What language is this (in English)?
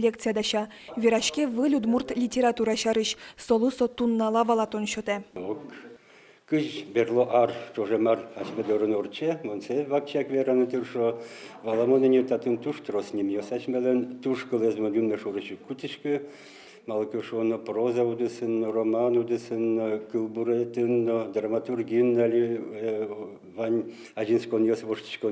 Udmurt